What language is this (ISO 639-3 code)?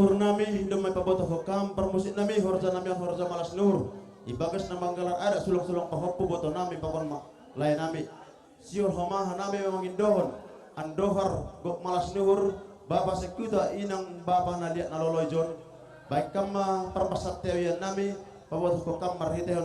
bts